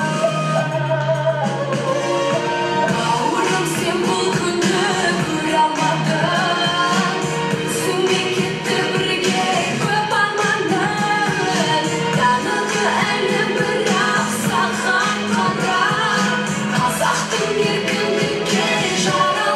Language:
Kazakh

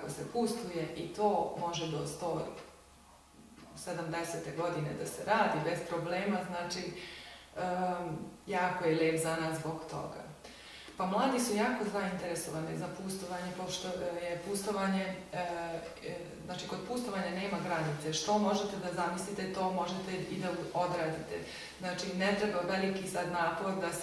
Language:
Serbian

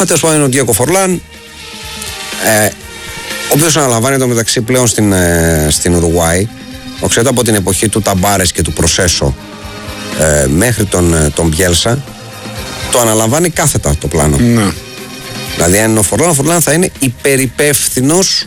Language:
Greek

